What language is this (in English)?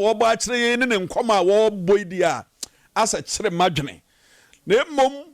Akan